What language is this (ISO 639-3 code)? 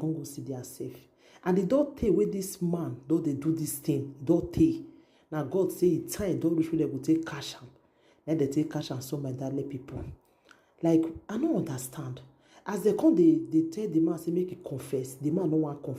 pcm